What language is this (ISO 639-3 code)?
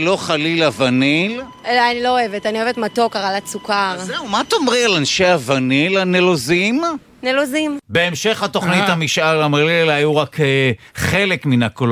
heb